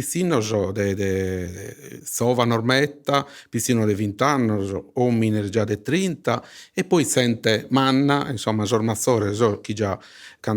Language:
Sardinian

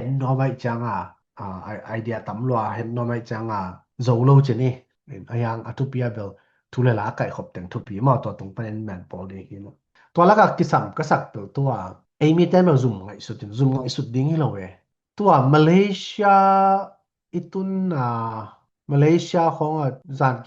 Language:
Tedim Chin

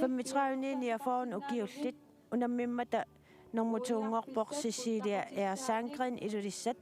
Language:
Kalaallisut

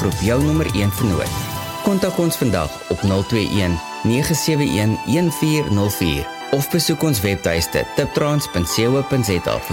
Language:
Afrikaans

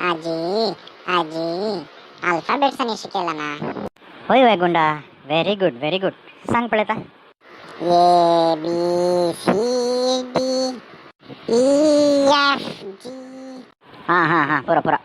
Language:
Konkani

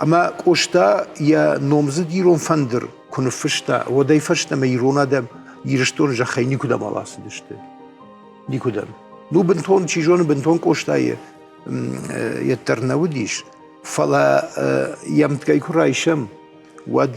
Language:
Ossetic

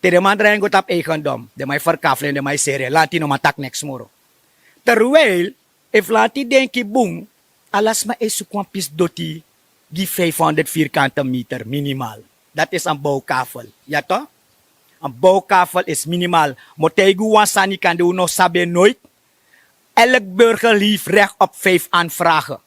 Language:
Sranan Tongo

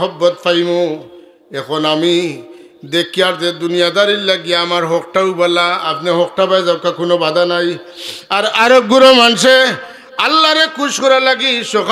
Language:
Sylheti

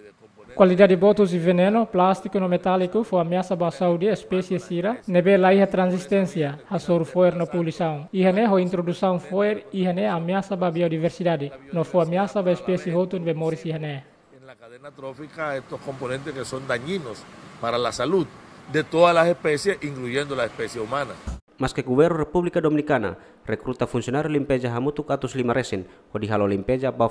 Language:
Tetum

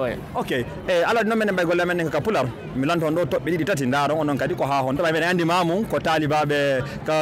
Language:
Fula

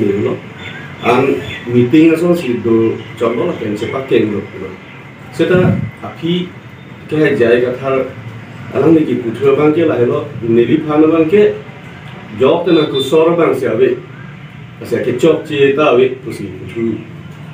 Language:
Karbi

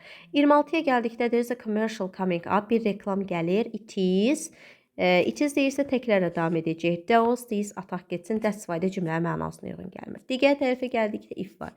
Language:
Azerbaijani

